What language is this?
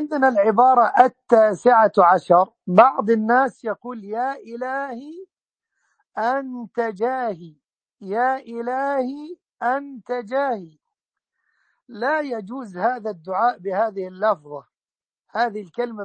Arabic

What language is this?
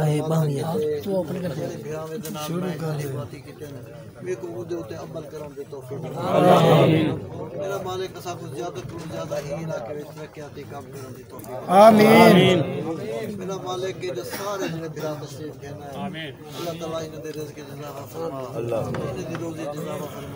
Saraiki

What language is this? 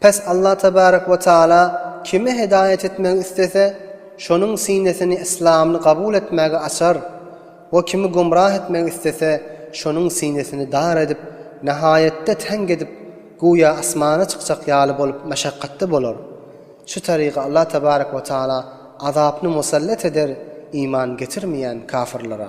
Turkmen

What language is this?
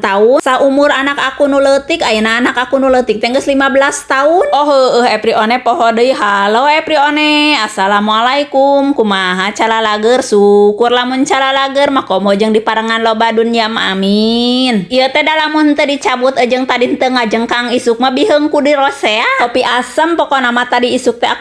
Sundanese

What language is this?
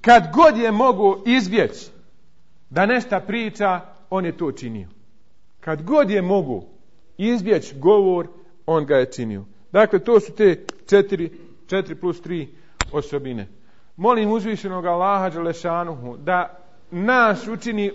Bosnian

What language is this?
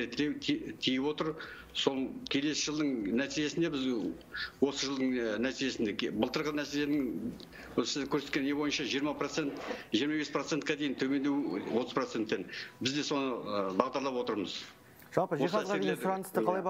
Kazakh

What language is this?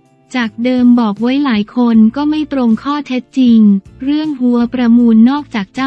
Thai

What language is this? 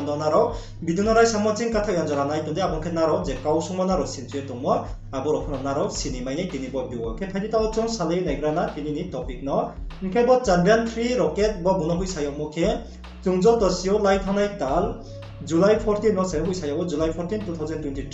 Riang (India)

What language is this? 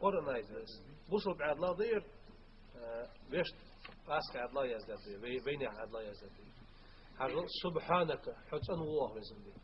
Ingush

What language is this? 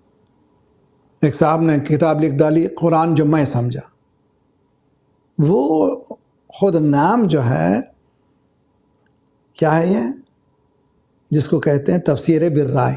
Urdu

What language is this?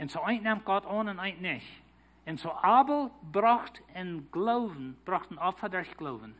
Plautdietsch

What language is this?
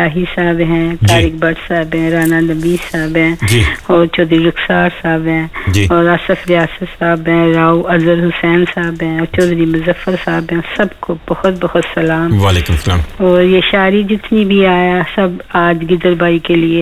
Urdu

